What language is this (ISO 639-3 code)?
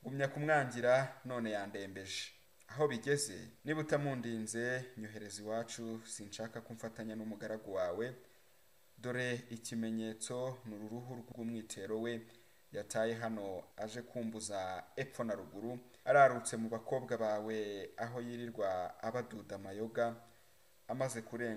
kin